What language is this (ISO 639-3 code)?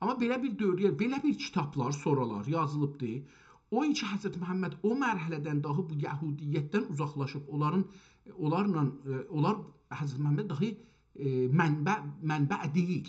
azb